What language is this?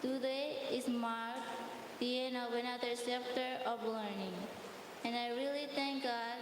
Marshallese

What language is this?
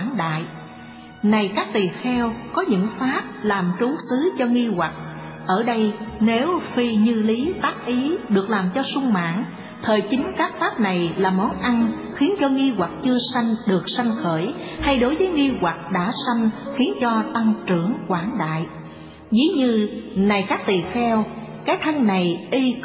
Vietnamese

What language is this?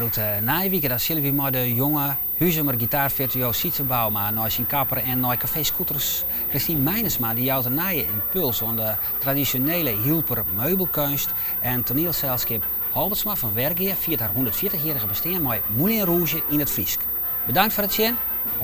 Western Frisian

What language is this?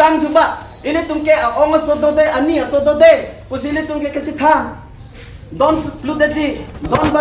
Karbi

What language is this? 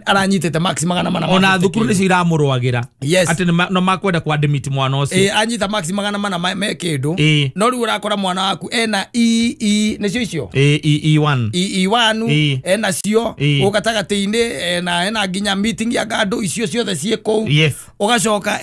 Kikuyu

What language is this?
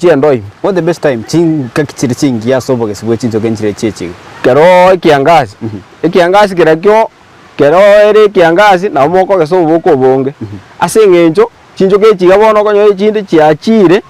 Gusii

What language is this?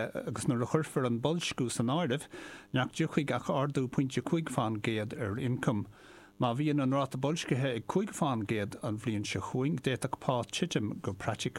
Irish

